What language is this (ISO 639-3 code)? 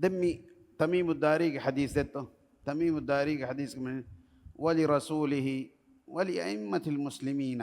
div